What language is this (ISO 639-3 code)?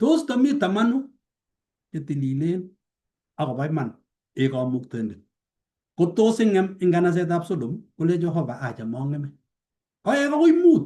kln